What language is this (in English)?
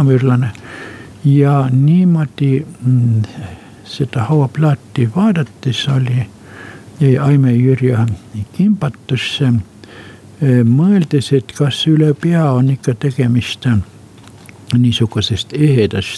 Estonian